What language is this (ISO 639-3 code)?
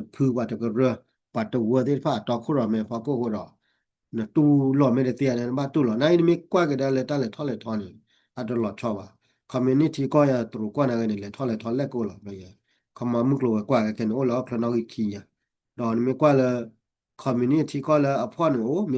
ksw